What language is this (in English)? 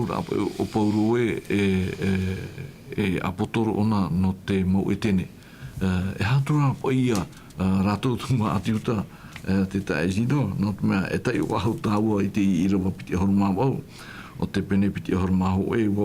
Tahitian